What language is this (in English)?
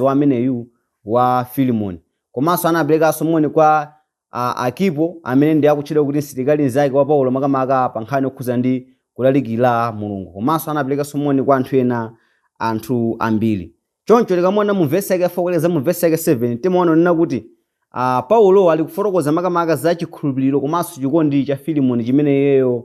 Nyanja